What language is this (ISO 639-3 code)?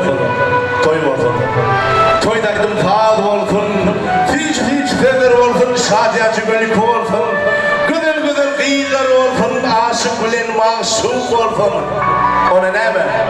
tuk